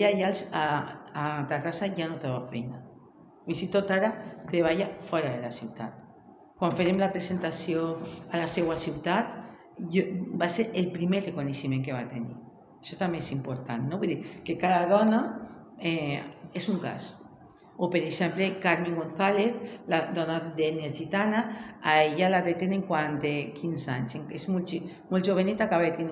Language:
Catalan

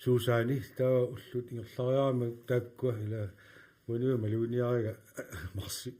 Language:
Kalaallisut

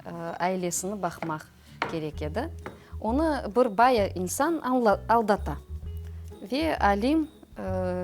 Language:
Crimean Tatar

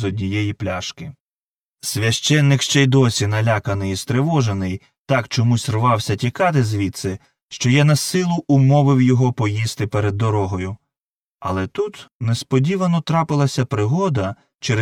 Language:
Ukrainian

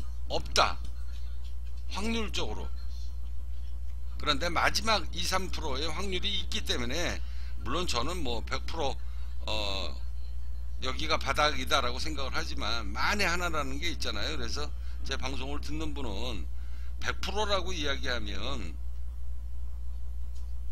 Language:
Korean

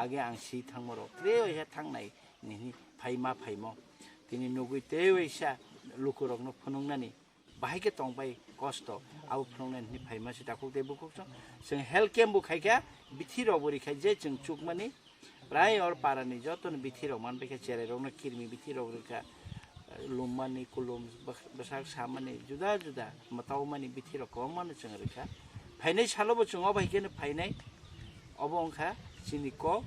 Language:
Kok Borok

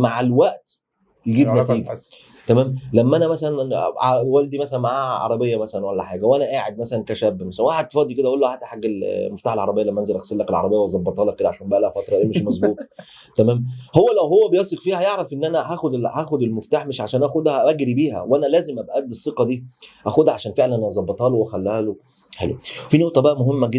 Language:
Egyptian Arabic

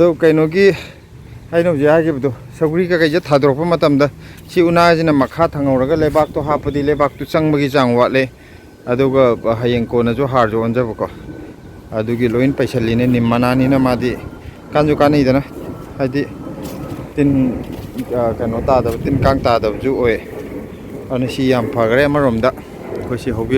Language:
Manipuri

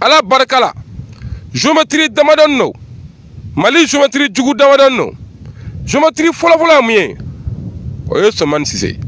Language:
Bambara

